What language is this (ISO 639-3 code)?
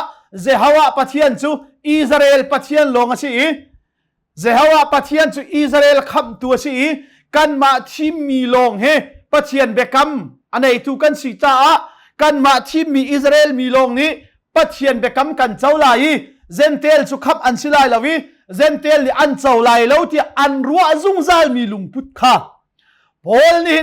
cnh